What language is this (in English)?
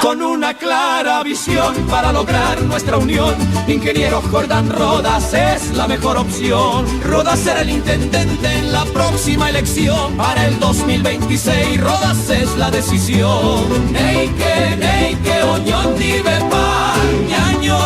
Guarani